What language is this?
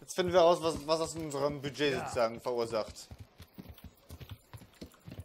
German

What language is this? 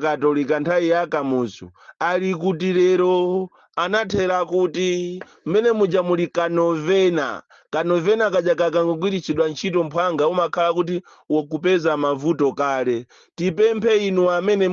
Nyanja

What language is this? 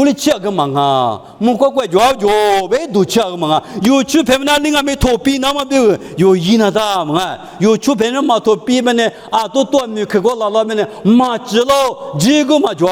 Lisu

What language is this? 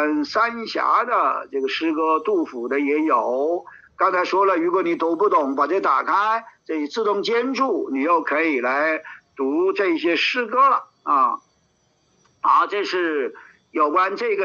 Chinese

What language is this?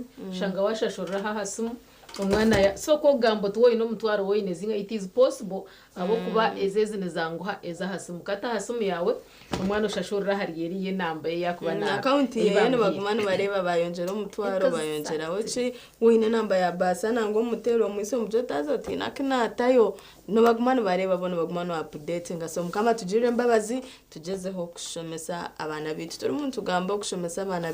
Nyankole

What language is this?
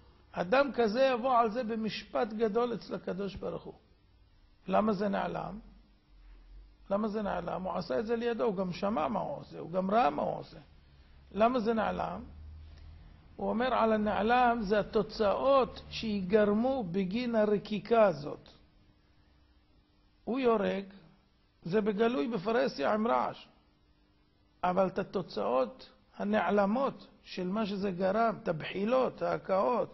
Hebrew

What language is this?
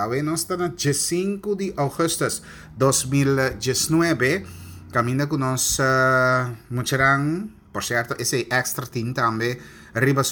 Papiamento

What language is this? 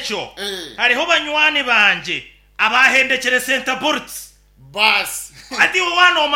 Nyankole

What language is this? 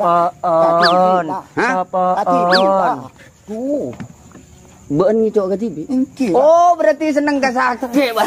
Madurese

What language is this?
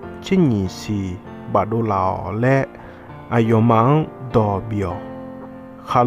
Akha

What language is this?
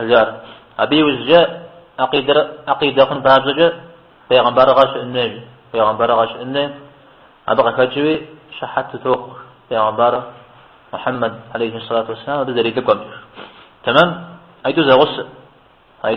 Kabardian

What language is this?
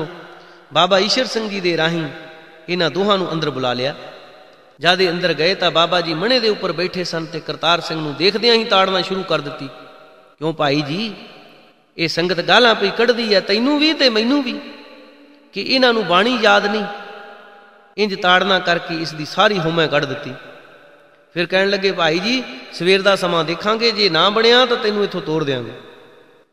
Punjabi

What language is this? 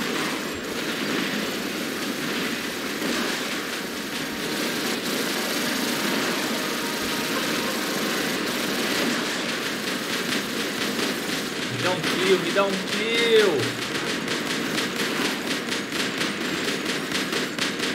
Portuguese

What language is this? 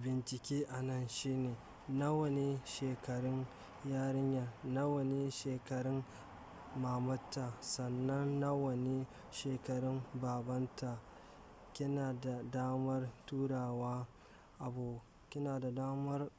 Hausa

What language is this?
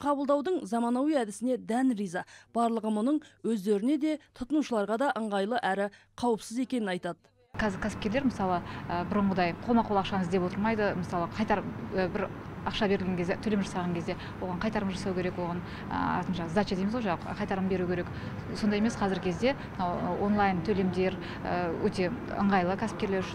Kazakh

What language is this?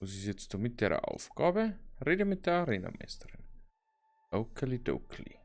Bavarian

